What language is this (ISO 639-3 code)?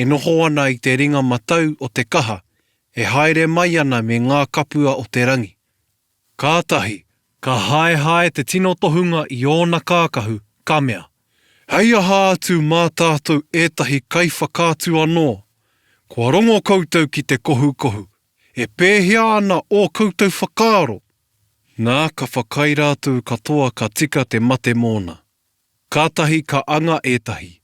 mri